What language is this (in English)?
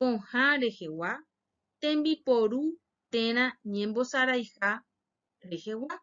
Guarani